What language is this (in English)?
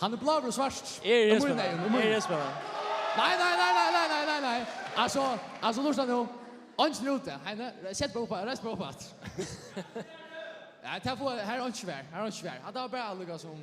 Faroese